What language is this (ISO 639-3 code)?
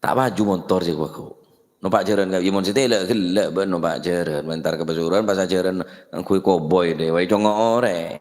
mad